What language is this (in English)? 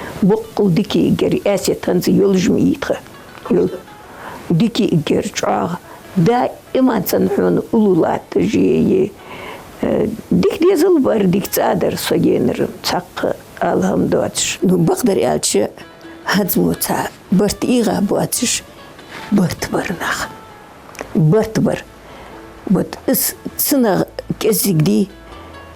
Ingush